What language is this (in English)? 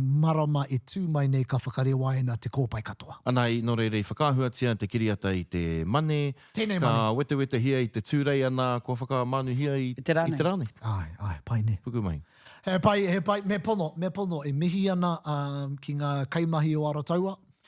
Māori